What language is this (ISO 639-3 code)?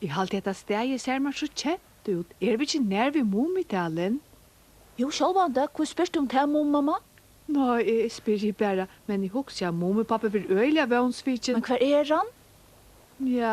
fao